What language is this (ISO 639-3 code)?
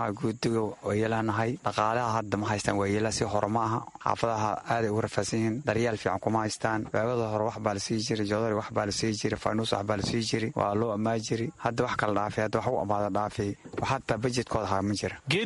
som